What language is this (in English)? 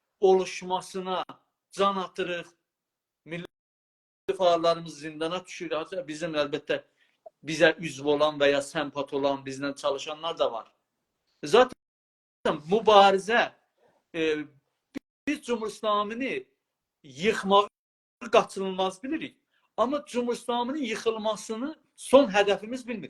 South Azerbaijani